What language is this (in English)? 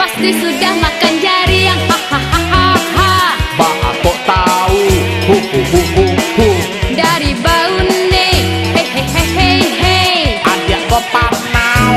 Minangkabau